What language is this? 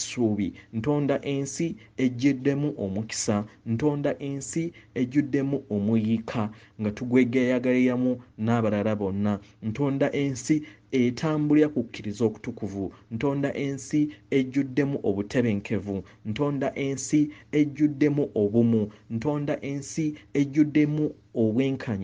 Ganda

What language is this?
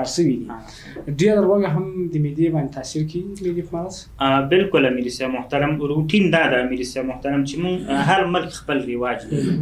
Pashto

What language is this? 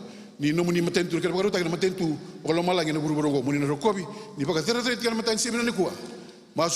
Fijian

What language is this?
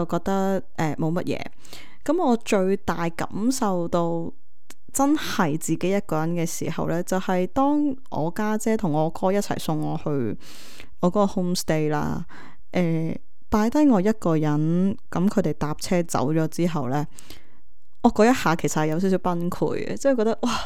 Cantonese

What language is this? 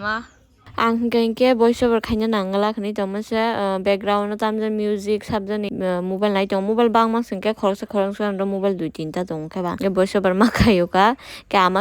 Kok Borok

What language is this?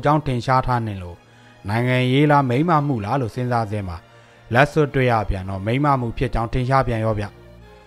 Burmese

